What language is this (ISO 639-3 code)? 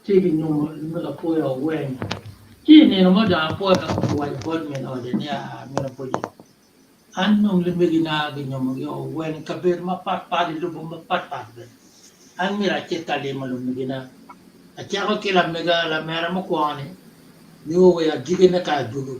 ach